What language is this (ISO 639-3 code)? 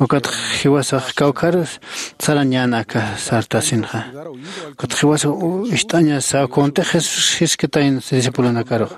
aym